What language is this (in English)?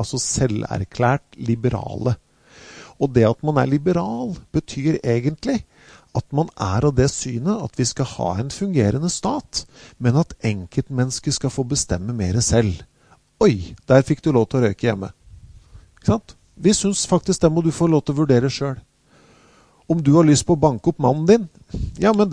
Norwegian